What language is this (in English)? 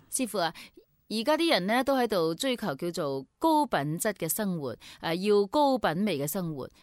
Cantonese